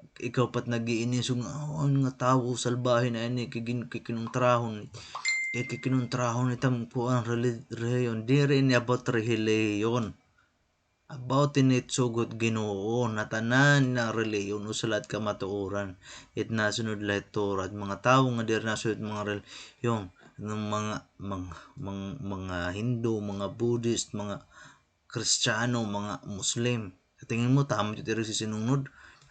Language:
Waray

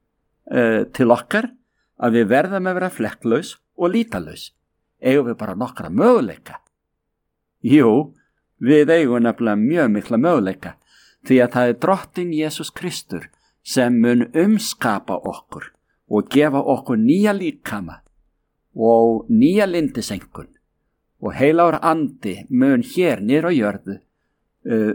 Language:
Icelandic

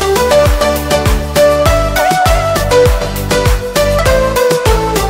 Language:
Norwegian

